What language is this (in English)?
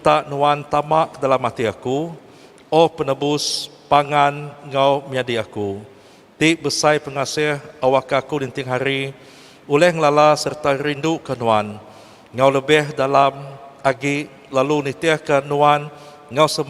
Iban